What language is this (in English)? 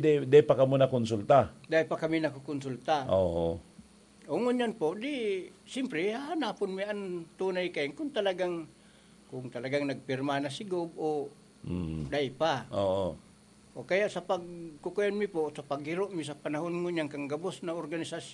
Bikol